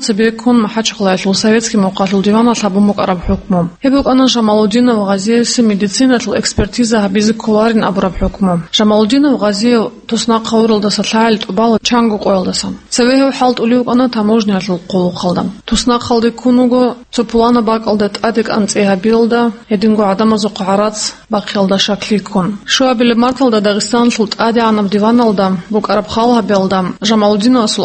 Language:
Avaric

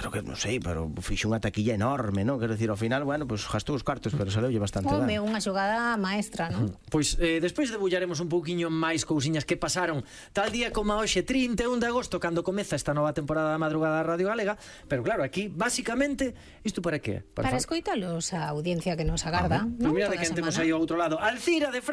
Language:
Galician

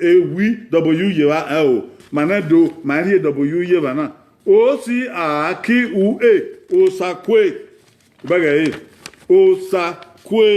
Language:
Bini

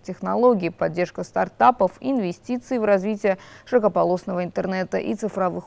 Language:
Russian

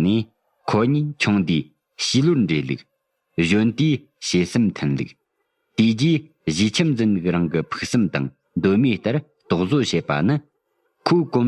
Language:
Tibetan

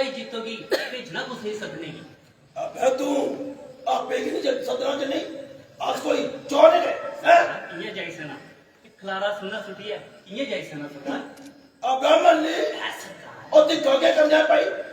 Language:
Dogri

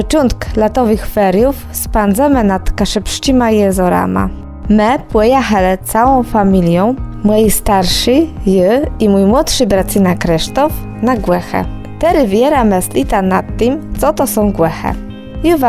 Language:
Kashubian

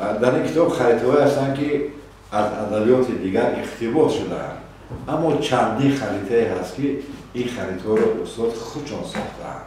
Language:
Tajik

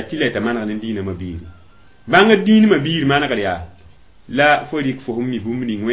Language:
Mossi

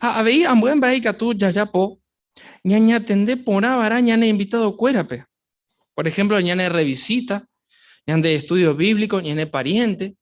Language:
Guarani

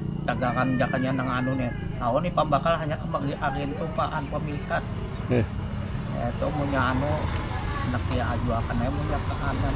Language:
Banjar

